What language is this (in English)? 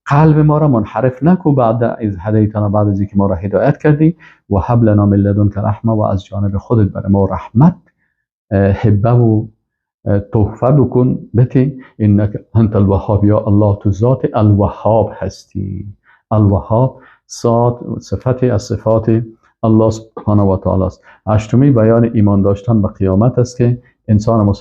Persian